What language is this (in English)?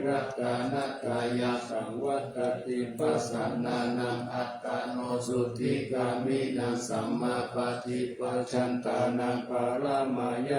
Pali